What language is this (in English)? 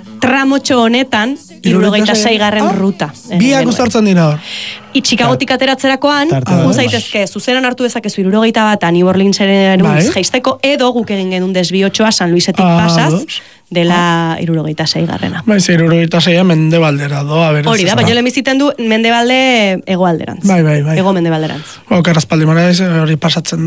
Basque